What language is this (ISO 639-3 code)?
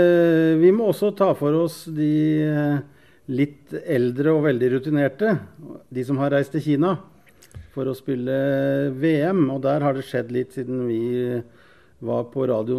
nor